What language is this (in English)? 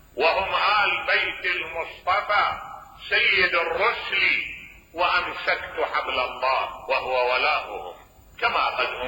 Mesopotamian Arabic